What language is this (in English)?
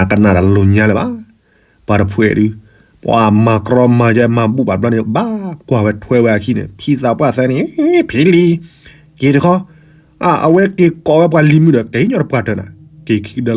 S'gaw Karen